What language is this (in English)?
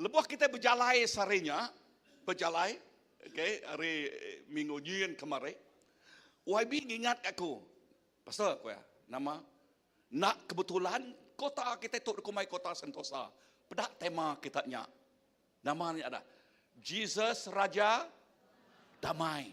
Iban